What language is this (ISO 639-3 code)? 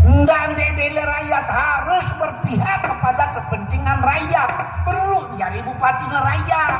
sas